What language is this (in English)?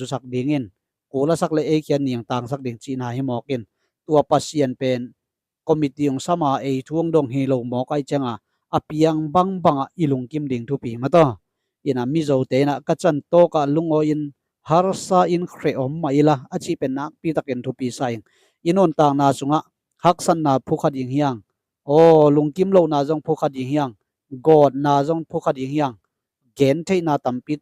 Tedim Chin